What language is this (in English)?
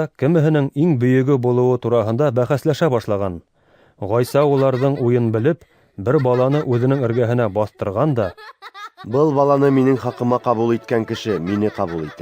Bashkir